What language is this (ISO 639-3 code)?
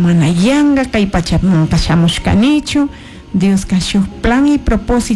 qug